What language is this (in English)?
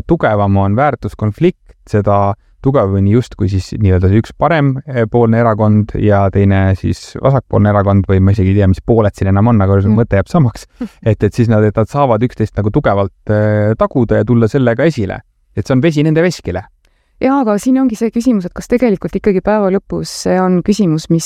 Estonian